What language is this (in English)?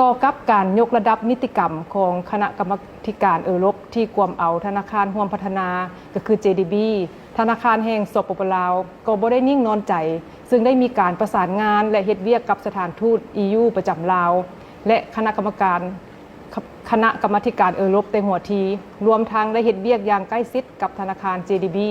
Lao